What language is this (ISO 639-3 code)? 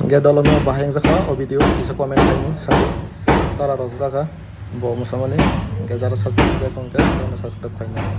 trp